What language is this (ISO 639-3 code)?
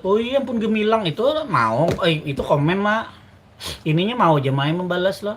bjn